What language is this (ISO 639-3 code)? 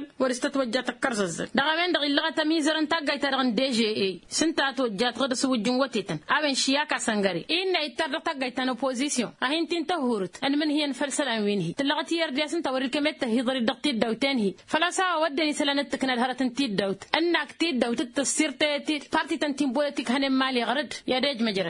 taq